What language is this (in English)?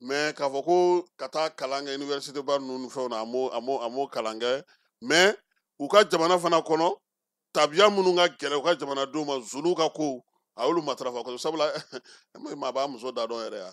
Bambara